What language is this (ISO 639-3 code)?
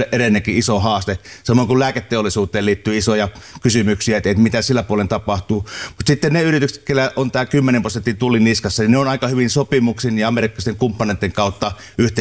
fin